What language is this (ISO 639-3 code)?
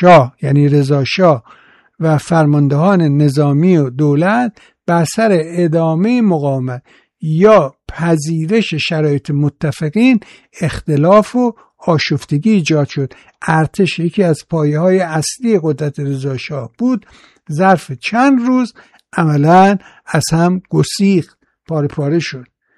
fas